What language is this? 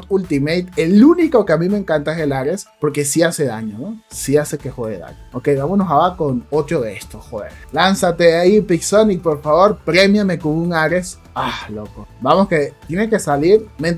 Spanish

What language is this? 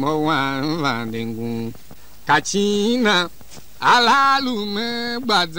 Tiv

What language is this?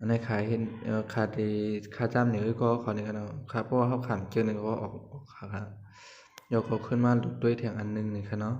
Shan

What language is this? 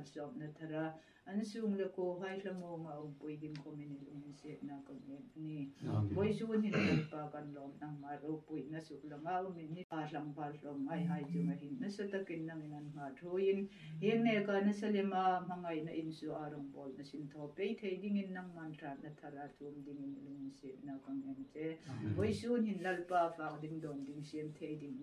Hmar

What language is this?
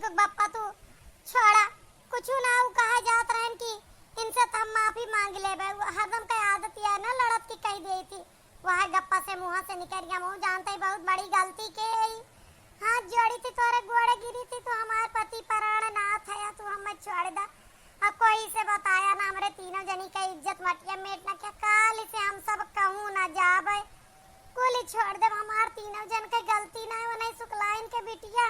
Awadhi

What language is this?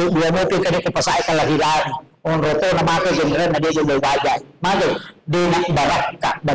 Buginese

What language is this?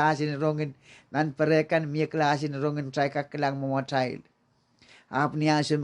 Pohnpeian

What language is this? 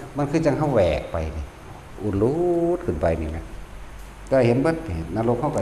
Northeastern Thai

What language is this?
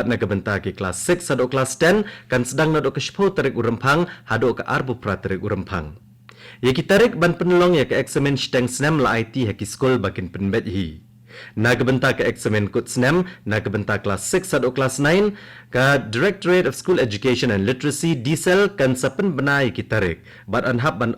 Khasi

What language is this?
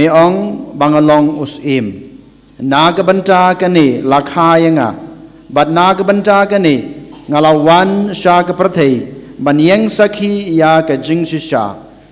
Khasi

